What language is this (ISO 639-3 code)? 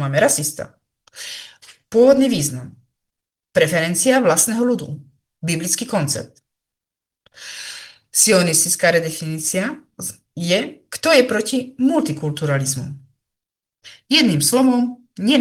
slk